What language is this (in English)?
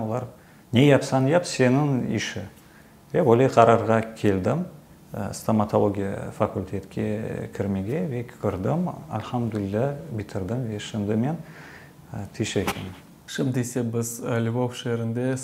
Crimean Tatar